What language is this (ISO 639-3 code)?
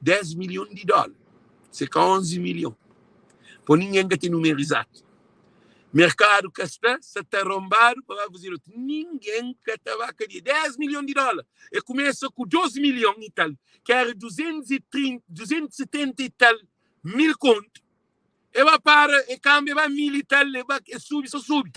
kea